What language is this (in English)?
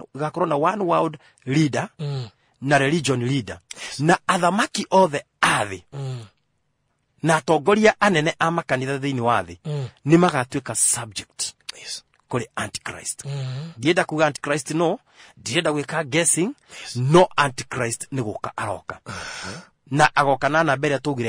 Kikuyu